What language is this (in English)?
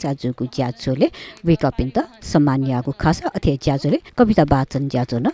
Newari